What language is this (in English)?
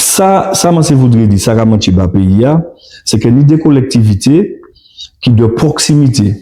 Guadeloupean Creole French